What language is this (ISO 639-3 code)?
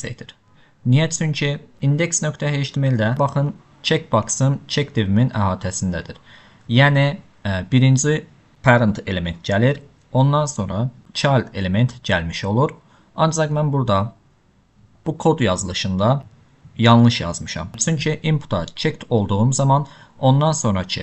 aze